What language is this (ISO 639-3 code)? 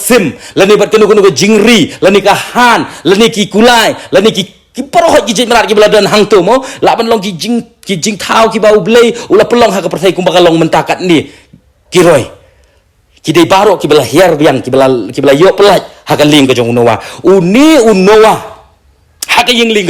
kha